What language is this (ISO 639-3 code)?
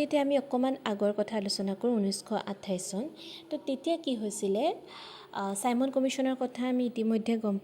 asm